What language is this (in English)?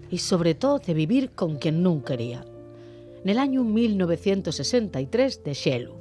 Asturian